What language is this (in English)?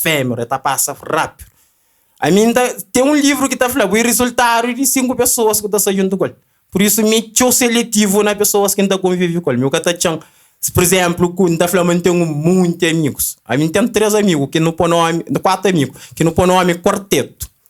Kabuverdianu